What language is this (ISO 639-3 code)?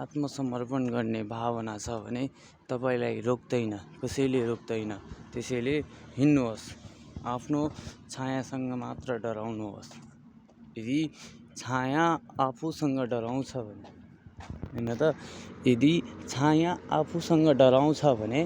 nep